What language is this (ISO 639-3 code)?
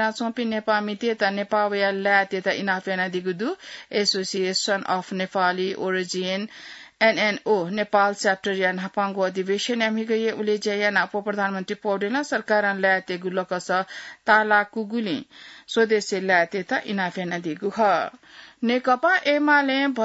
new